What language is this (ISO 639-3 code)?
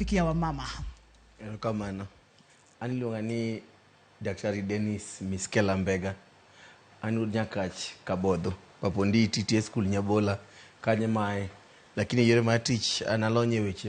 luo